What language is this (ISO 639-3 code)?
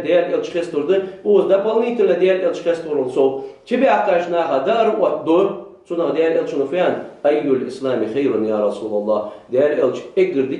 inh